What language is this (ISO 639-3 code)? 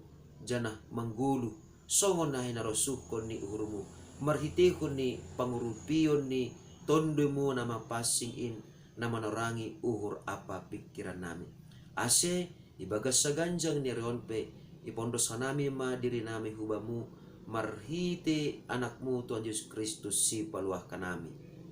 bts